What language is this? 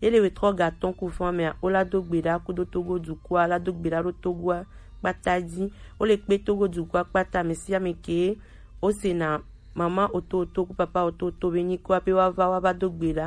Gen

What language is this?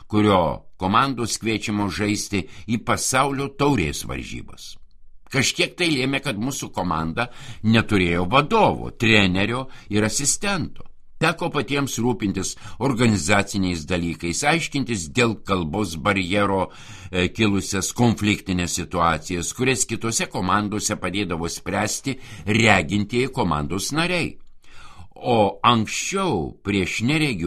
Lithuanian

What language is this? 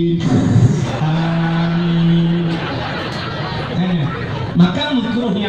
Achinese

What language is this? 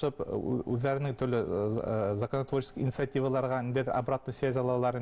Bashkir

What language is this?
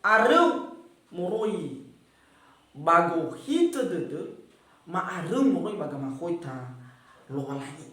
Nias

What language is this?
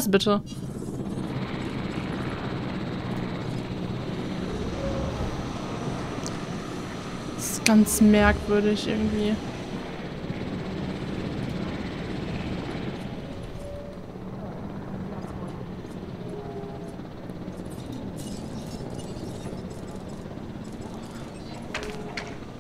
German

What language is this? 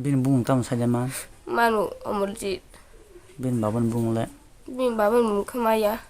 Kok Borok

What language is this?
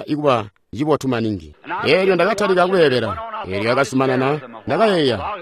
Tonga (Zambia)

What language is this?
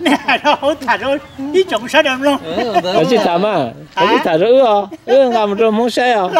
Hmong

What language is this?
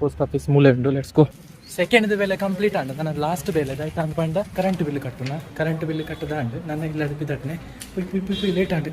Tulu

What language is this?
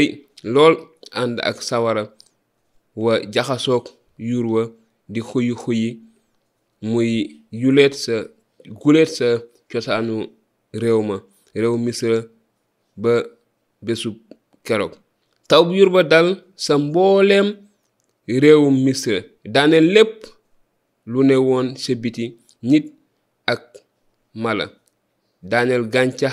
Wolof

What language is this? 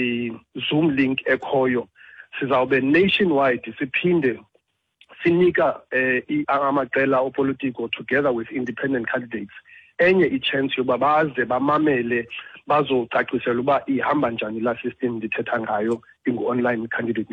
Xhosa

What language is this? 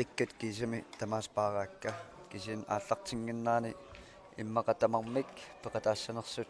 Kalaallisut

